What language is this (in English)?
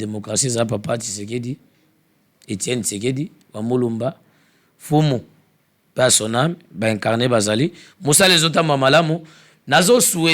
Lingala